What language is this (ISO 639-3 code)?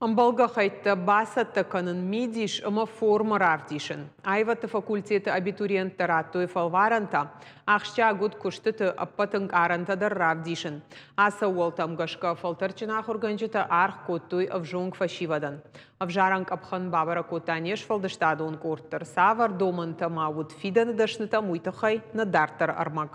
oss